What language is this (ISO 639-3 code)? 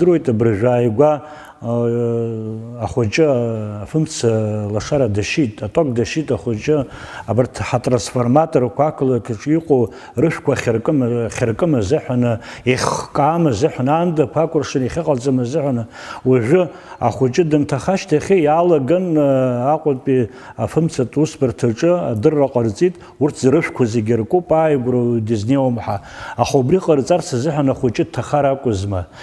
abk